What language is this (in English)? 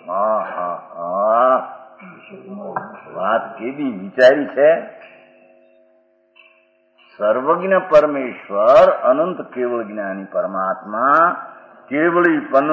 Gujarati